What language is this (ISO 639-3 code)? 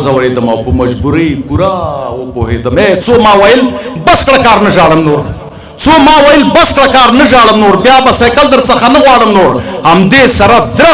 pus